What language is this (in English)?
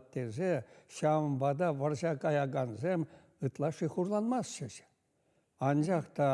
Chuvash